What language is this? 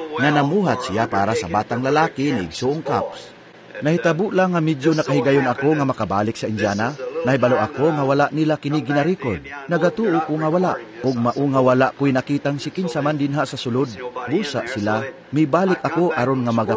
Cebuano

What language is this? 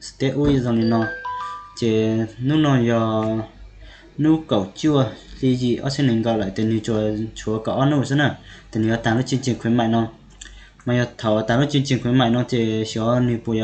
Hmong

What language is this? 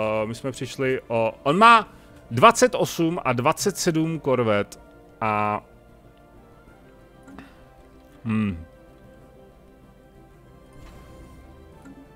Czech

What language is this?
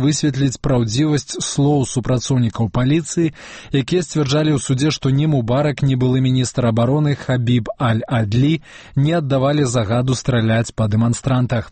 Belarusian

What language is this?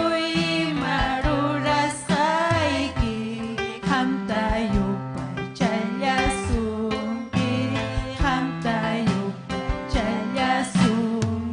Ayacucho Quechua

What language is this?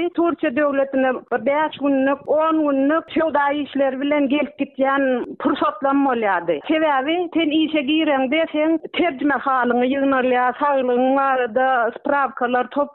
Turkmen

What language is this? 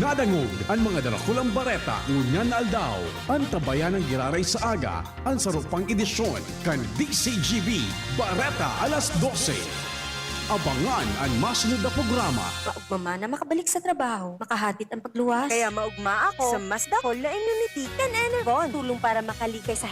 Bikol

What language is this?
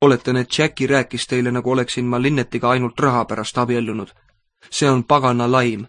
Estonian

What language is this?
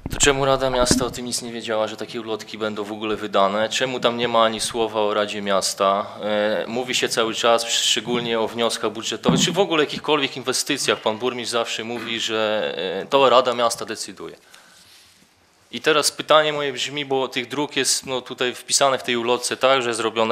Polish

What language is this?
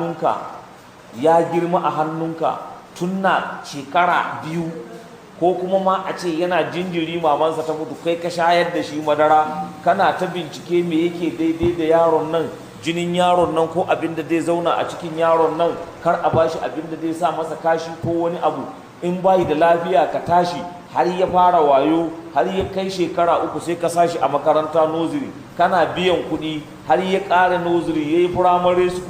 Hausa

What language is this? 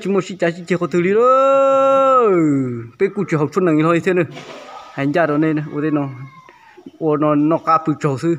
Hmong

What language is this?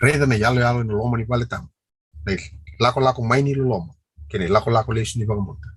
Fijian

